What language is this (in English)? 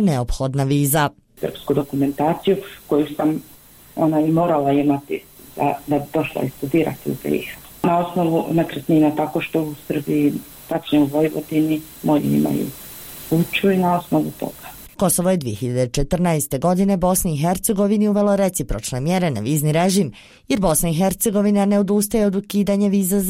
Bosnian